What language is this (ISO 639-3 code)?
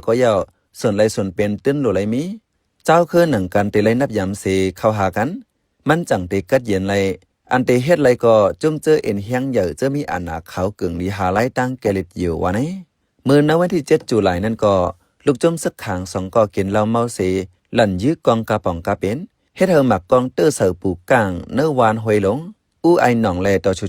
shn